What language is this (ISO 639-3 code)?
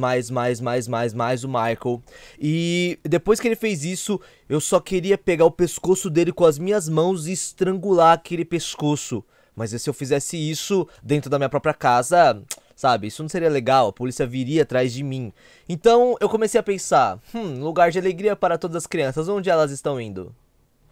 por